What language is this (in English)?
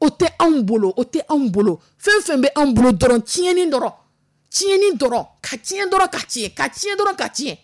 Dyula